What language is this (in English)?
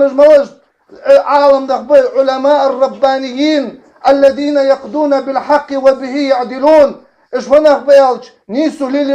Ingush